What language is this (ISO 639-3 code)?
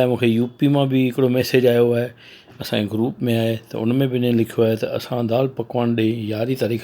snd